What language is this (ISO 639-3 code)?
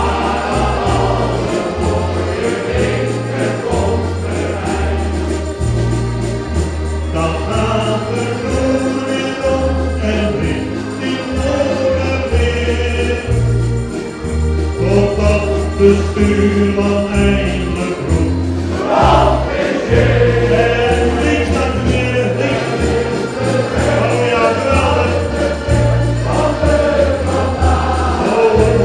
nld